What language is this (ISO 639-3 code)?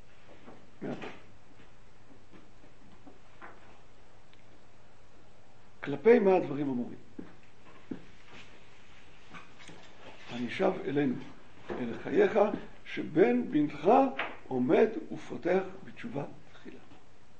heb